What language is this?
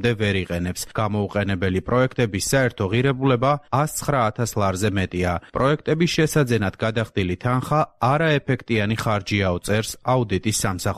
Georgian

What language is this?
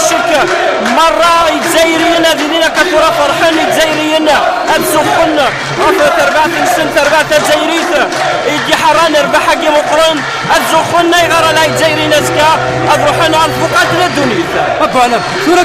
Kabyle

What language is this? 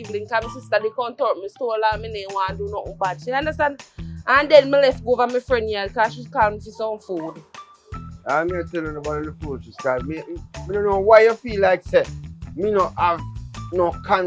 Jamaican Creole English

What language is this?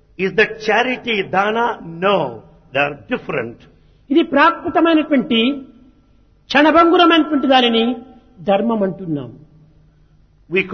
Telugu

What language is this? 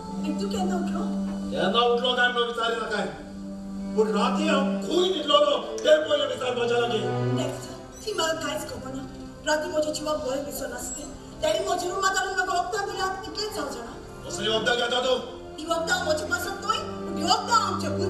Konkani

